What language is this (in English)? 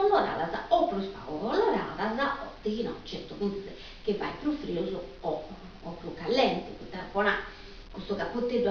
Sardinian